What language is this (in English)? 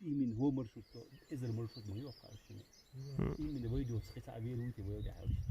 Chechen